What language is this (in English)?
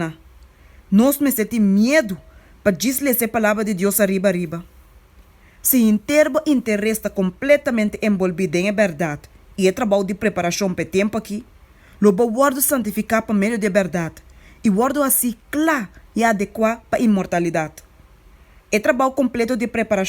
Papiamento